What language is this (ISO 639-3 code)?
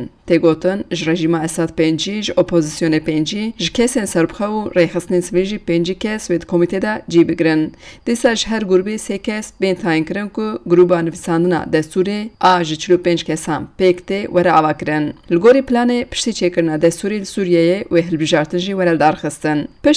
kur